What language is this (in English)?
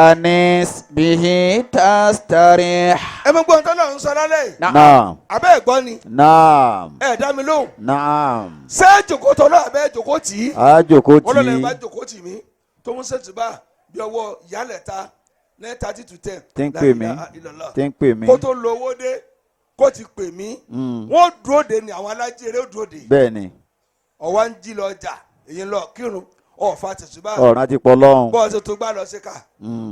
Yoruba